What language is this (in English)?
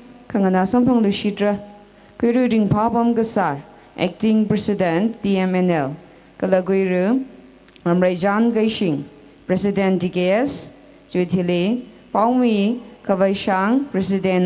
Tangkhul Naga (India)